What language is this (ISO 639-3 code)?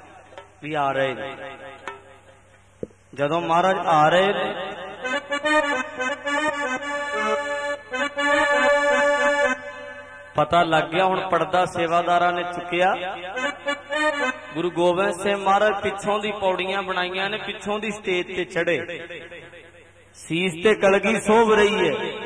pan